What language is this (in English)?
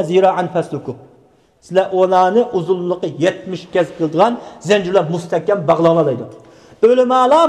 Uyghur